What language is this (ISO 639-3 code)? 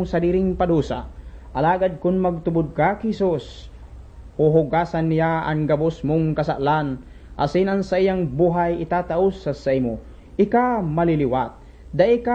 bik